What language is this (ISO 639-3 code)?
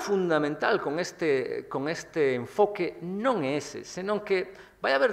glg